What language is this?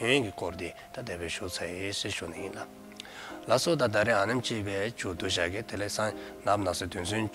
Dzongkha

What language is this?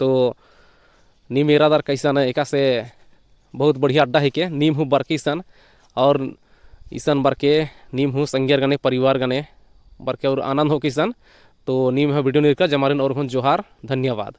Kurukh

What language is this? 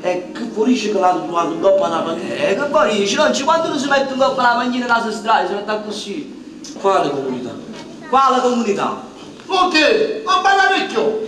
Neapolitan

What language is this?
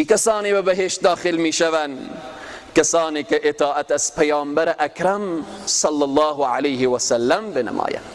Persian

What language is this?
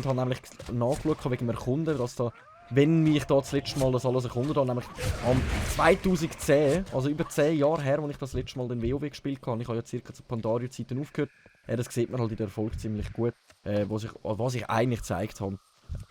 Swiss German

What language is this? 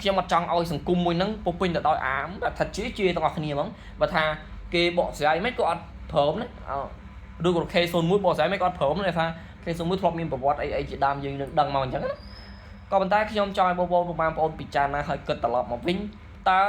Khmer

